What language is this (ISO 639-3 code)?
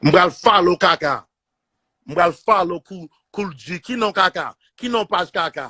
hat